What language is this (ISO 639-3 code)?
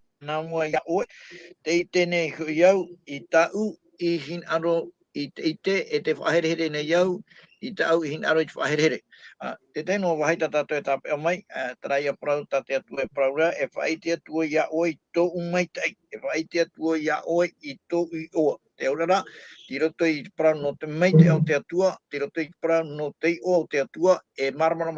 tah